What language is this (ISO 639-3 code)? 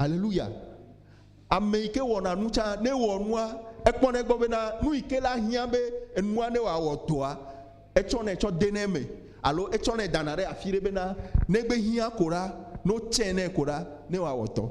ewe